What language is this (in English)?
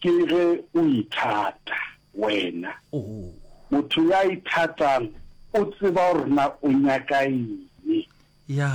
Northern Sotho